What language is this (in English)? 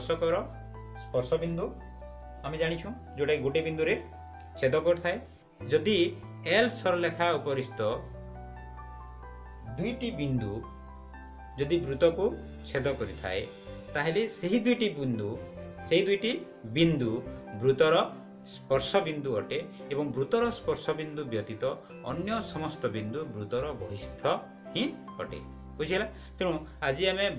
Odia